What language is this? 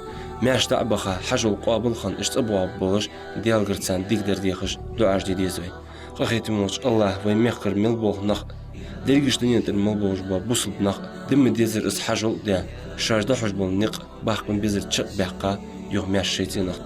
Ingush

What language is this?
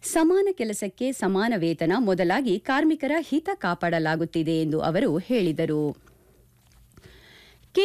Kannada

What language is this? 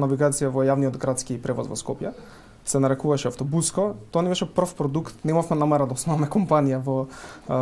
Macedonian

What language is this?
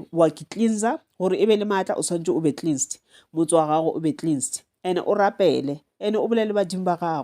Northern Sotho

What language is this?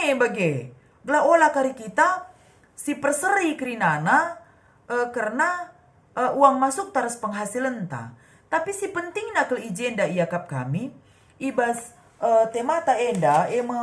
Batak Karo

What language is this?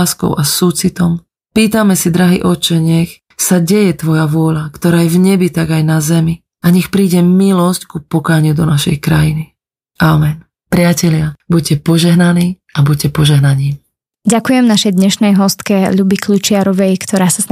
Slovak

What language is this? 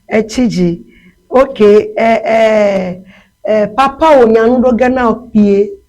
Ewe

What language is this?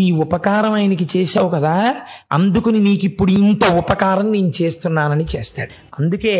Telugu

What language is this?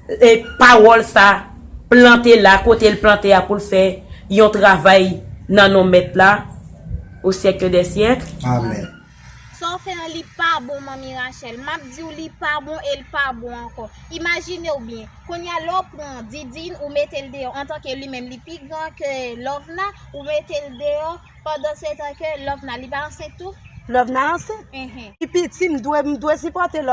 Haitian Creole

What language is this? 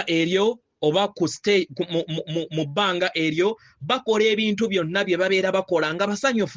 Ganda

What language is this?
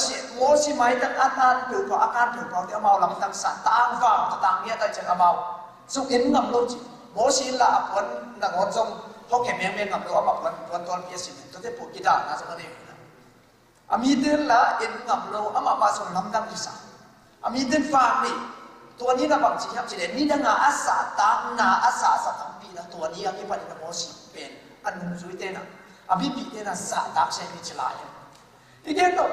Tedim Chin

